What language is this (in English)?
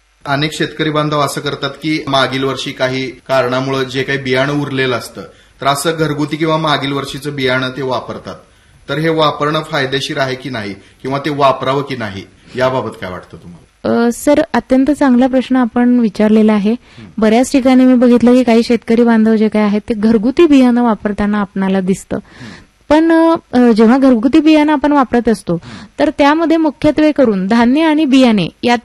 Marathi